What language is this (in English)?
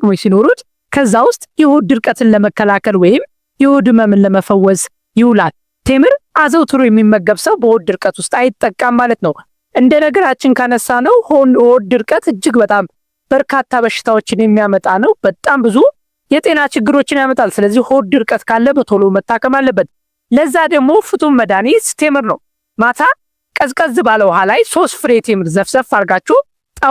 Amharic